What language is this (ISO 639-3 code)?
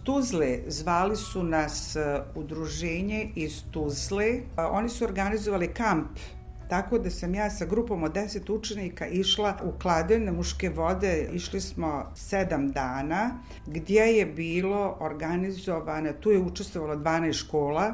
bos